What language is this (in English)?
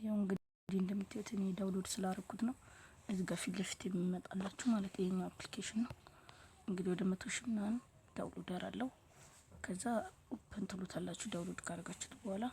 Amharic